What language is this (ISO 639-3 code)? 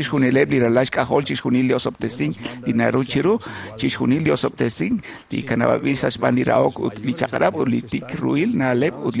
kek